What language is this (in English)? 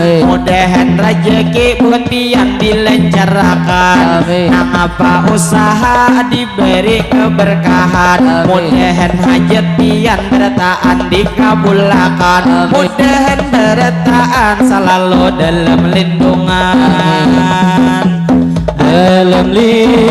Banjar